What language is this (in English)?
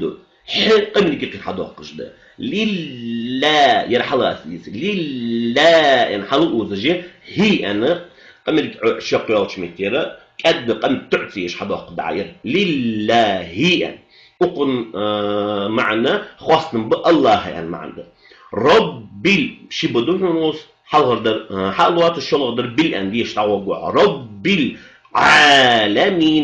Ingush